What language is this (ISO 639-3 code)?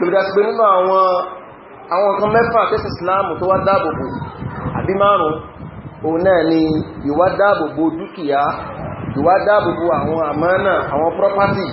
yor